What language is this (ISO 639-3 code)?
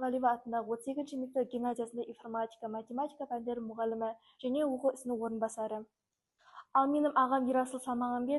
kaz